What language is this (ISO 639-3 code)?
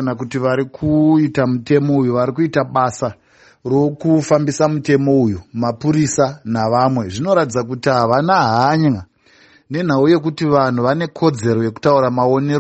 sna